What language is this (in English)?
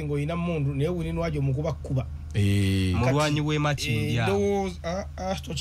Ganda